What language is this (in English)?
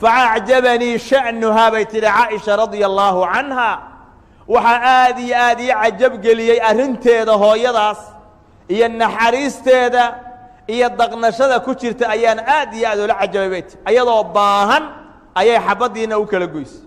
Somali